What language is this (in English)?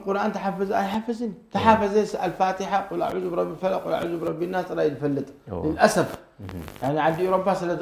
Tigrinya